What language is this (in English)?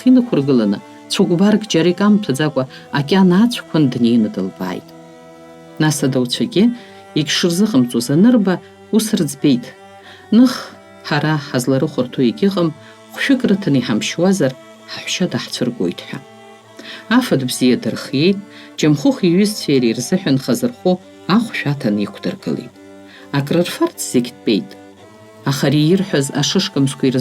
Abkhazian